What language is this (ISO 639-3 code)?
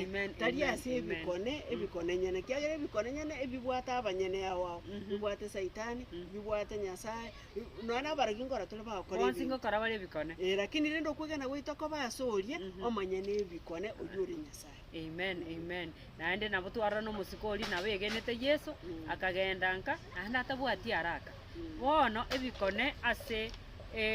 guz